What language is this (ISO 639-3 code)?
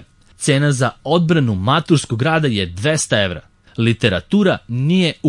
srp